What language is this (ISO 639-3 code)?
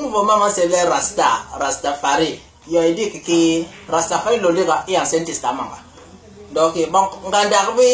bas